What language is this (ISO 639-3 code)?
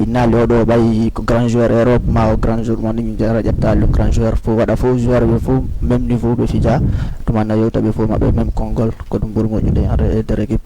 ful